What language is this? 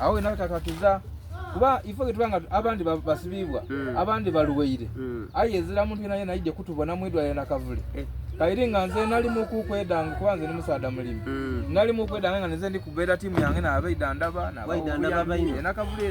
Soga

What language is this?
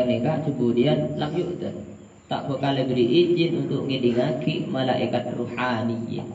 Madurese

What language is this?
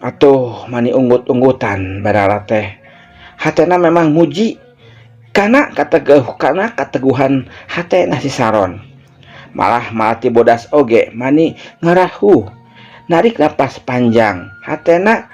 Sundanese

